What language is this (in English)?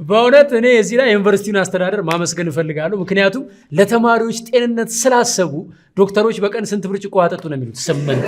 Amharic